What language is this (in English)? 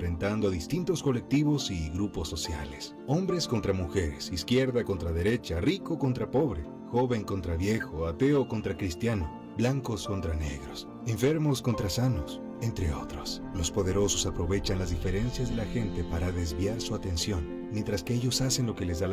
Spanish